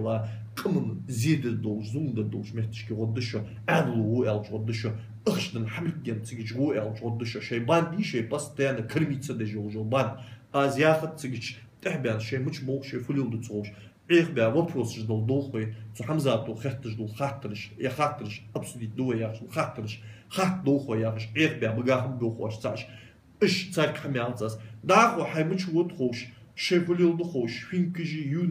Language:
Ingush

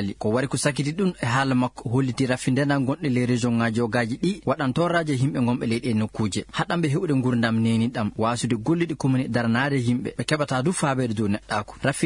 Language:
Fula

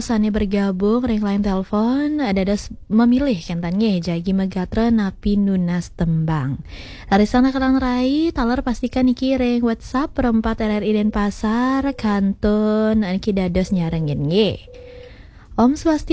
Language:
Balinese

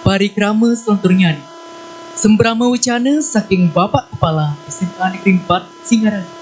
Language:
Balinese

